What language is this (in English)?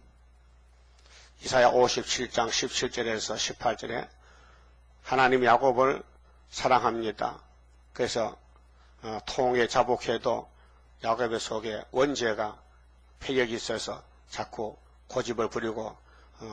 Korean